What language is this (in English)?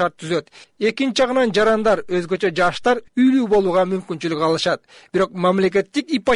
Kyrgyz